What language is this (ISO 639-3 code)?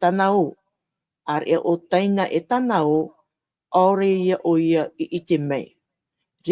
tah